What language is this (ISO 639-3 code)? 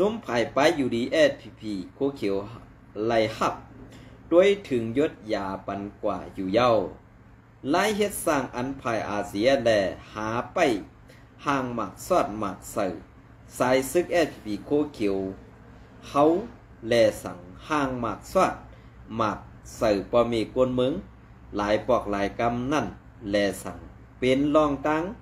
shn